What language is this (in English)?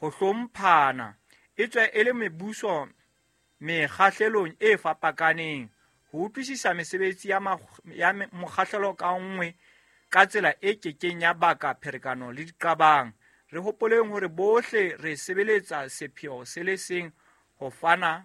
Southern Sotho